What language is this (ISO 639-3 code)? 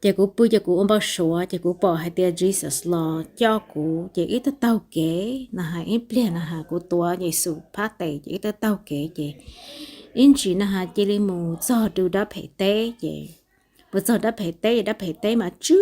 hmn